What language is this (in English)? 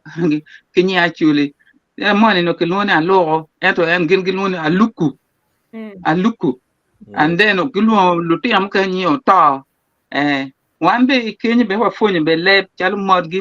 Acoli